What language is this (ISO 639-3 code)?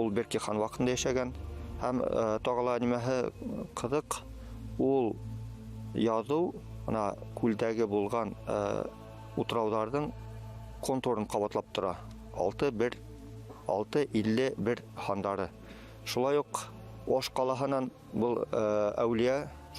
bak